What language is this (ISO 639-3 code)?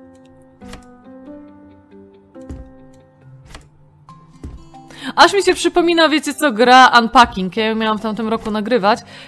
pol